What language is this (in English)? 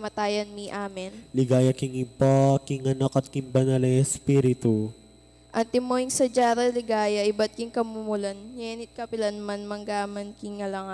Pampanga